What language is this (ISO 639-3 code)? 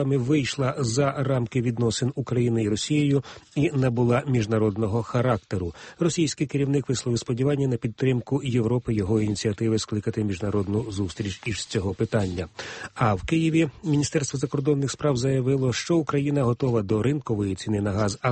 ukr